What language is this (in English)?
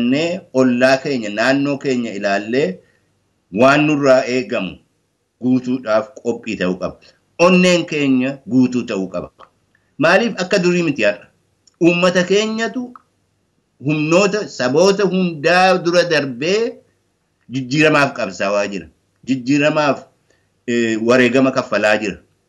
Oromo